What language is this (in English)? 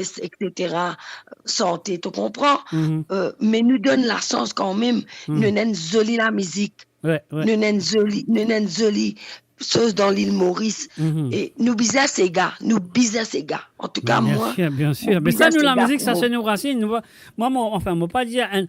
Morisyen